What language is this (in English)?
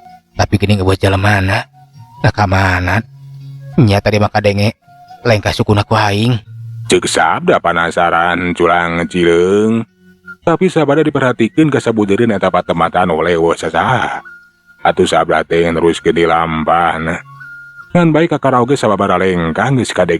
Sundanese